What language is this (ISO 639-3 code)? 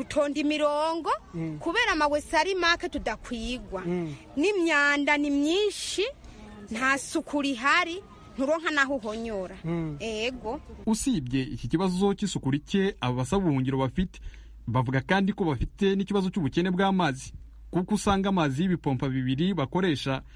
run